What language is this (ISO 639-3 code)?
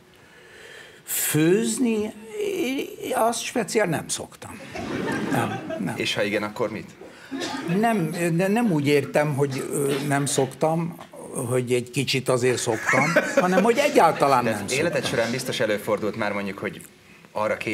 hun